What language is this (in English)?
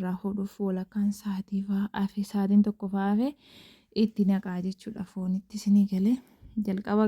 Oromo